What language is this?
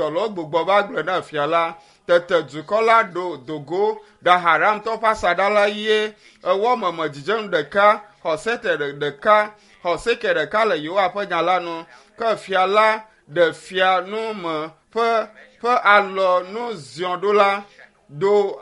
Ewe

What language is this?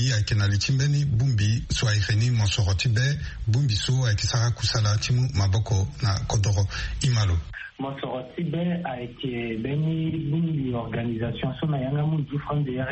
Sango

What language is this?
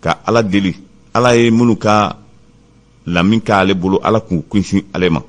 Bambara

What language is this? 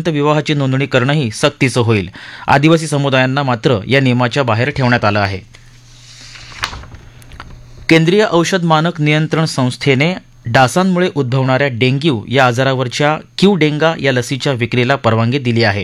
Marathi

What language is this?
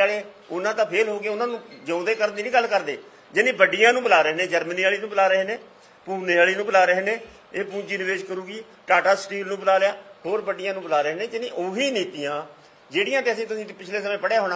Punjabi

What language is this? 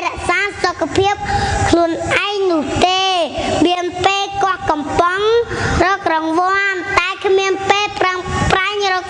Khmer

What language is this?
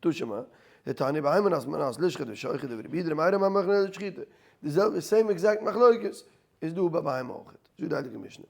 Yiddish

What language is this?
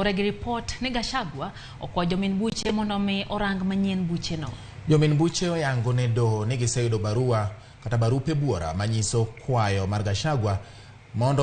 Luo (Kenya and Tanzania)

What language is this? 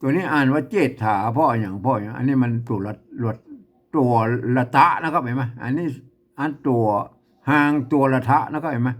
Northern Thai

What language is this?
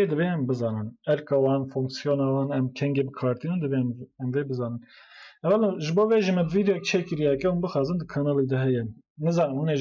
Kurdish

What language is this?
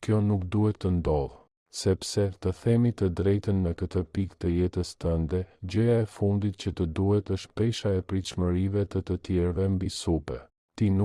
Albanian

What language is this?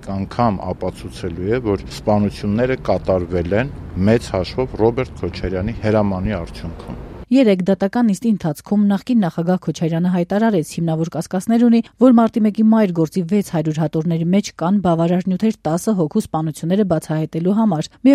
Armenian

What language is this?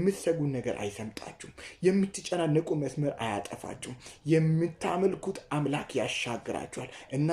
Amharic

